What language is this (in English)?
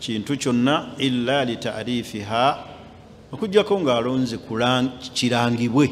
Ganda